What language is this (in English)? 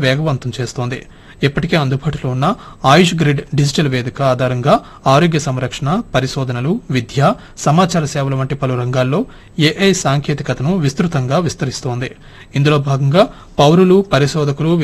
Telugu